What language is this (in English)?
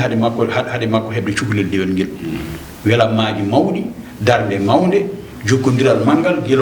Fula